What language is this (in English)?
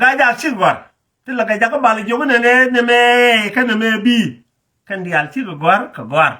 Nuer